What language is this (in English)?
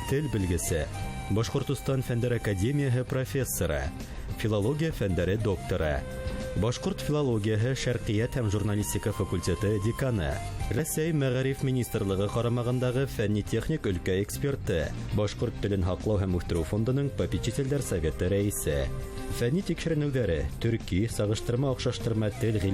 Bashkir